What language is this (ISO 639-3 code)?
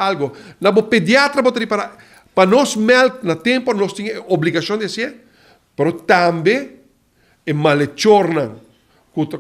pap